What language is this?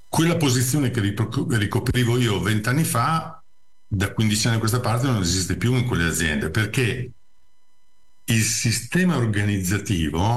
Italian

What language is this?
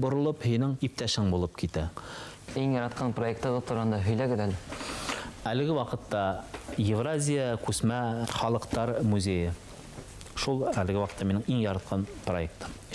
Bashkir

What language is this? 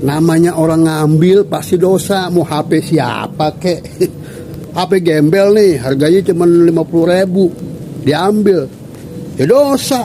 Betawi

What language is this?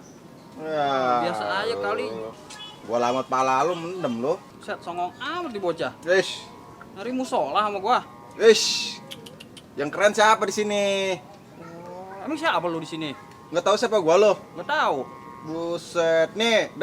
Betawi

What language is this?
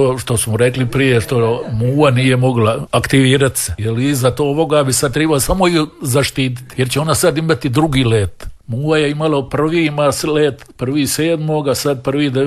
Croatian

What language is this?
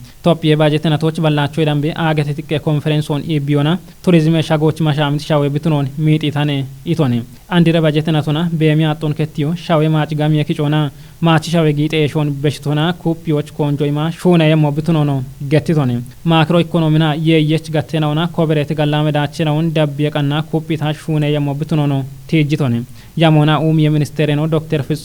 Kafa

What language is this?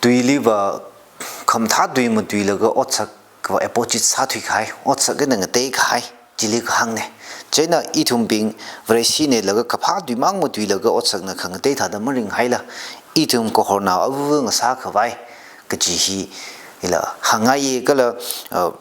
Tangkhul Naga (India)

